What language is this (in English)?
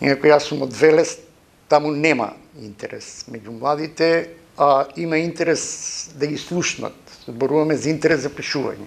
Macedonian